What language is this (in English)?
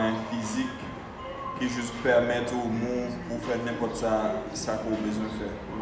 Haitian Creole